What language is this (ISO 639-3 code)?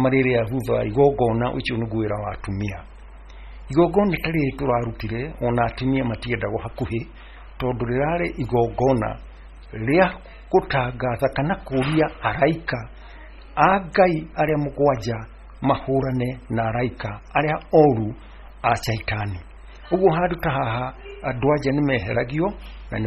kik